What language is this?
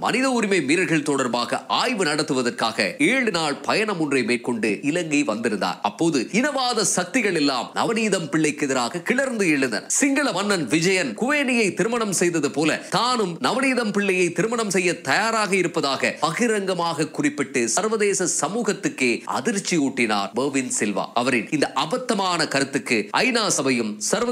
Tamil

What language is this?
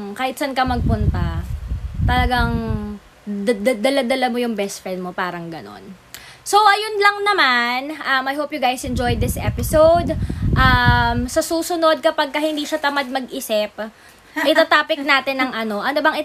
Filipino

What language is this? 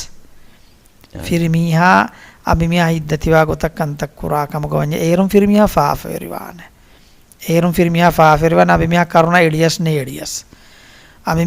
Divehi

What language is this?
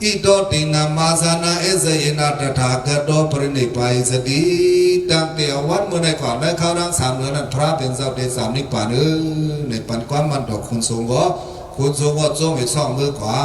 Shan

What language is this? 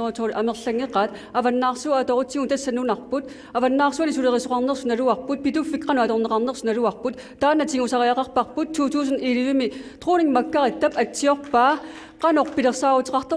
Kalaallisut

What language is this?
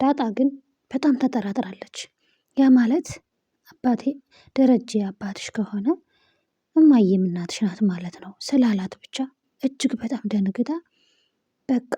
Amharic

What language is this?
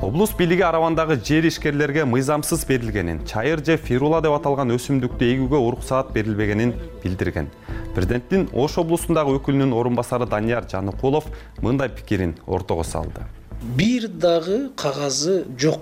Kyrgyz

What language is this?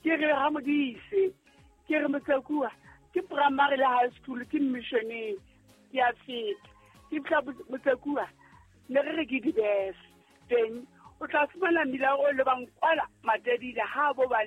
Southern Sotho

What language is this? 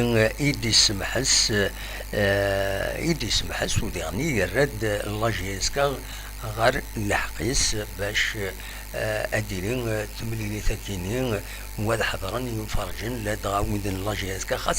Kabyle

